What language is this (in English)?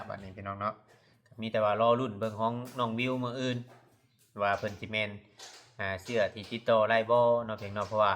Lao